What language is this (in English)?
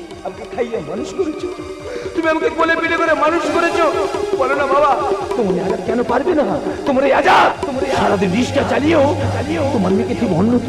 Bangla